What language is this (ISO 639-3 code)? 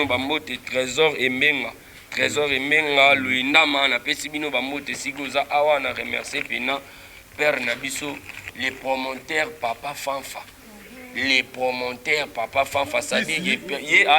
lin